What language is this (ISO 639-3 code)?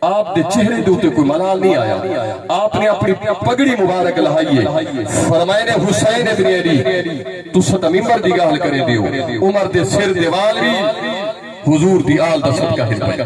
skr